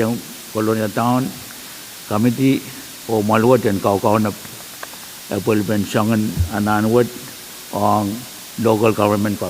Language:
Pohnpeian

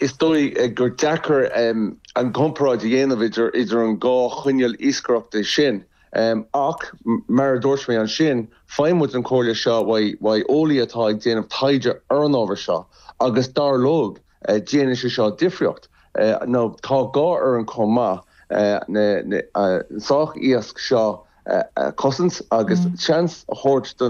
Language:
Irish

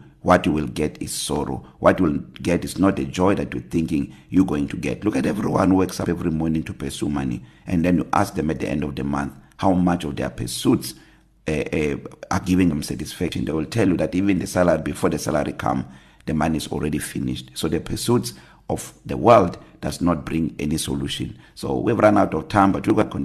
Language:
English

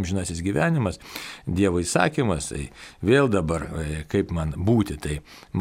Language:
Lithuanian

